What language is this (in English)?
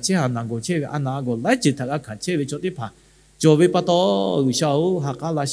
Lahu